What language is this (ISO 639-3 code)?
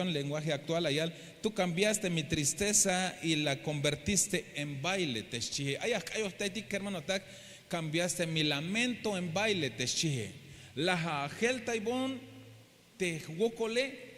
tzh